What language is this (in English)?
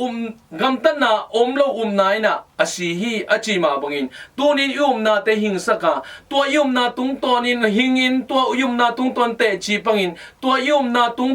Tedim Chin